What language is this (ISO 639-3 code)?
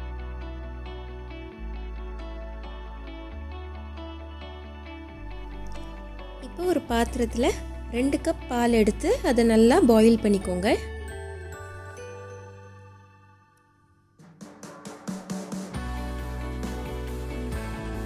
tam